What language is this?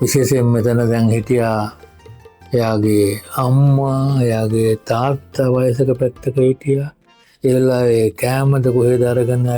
Sinhala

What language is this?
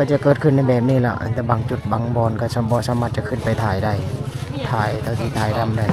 Lao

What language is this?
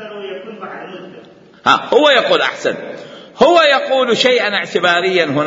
Mesopotamian Arabic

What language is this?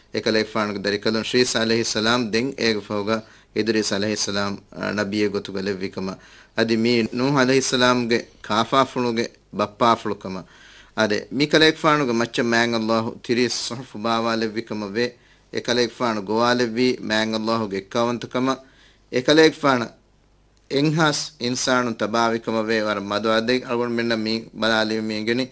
Divehi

